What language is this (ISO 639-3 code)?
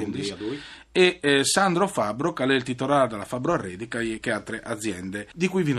fur